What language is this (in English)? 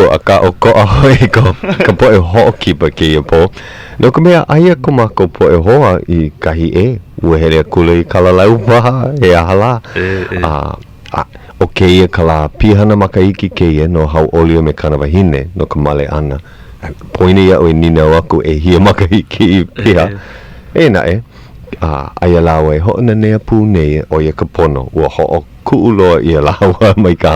Hawaiian